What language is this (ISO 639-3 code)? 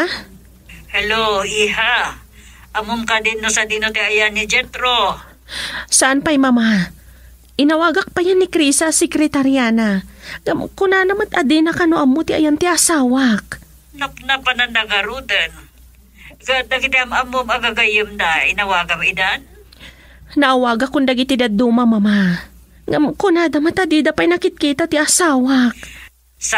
ilo